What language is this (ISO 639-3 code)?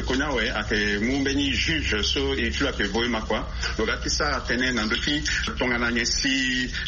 sag